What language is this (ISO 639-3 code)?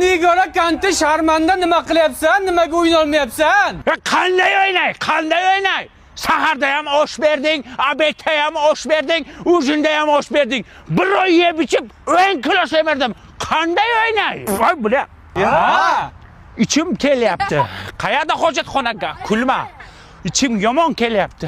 uzb